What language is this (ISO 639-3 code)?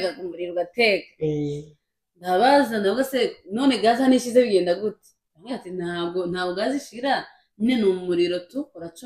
kin